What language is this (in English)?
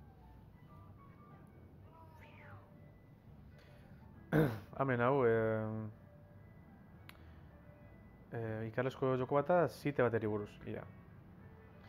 Basque